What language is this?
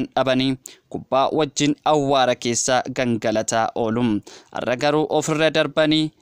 Oromo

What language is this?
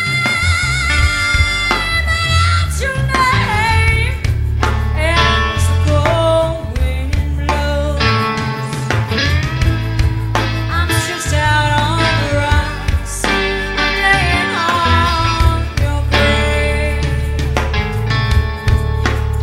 English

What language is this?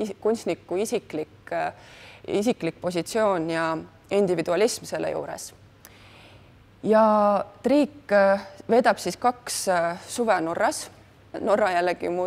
Estonian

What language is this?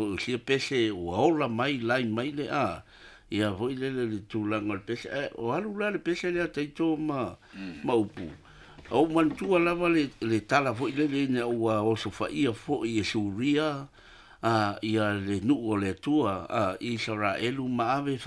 Samoan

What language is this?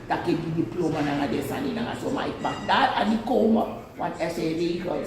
Sranan Tongo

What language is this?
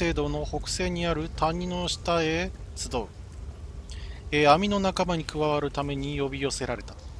Japanese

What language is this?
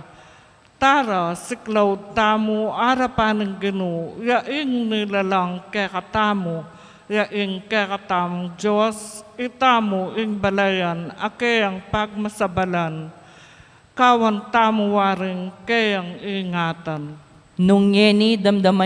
Pampanga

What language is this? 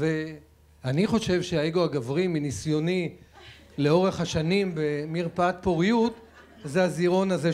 Hebrew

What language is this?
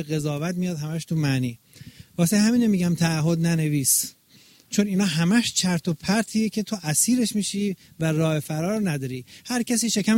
Persian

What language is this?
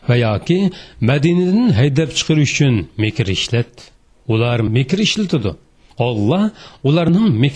Uyghur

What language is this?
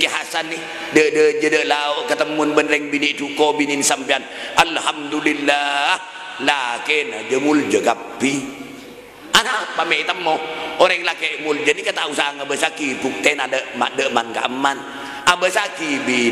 Madurese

